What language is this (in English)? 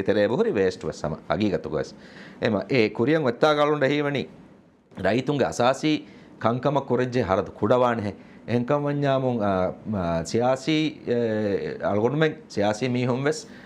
Divehi